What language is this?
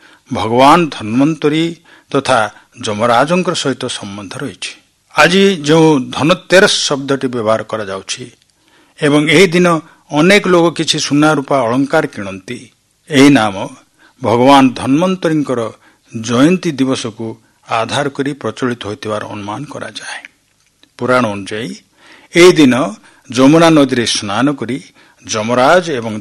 Odia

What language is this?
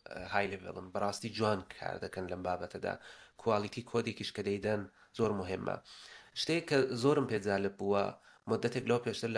Central Kurdish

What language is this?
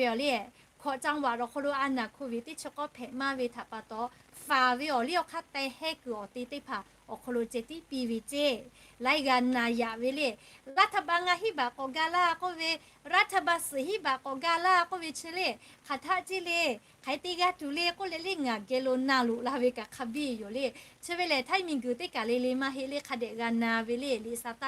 Lahu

